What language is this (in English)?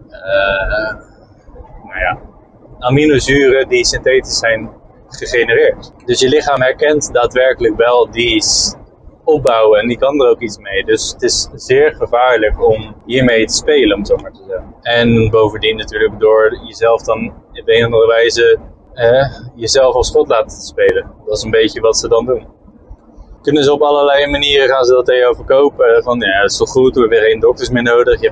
Dutch